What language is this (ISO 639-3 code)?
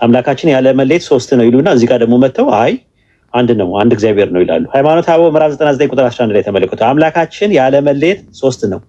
amh